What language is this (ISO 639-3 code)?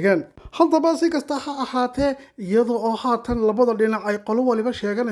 som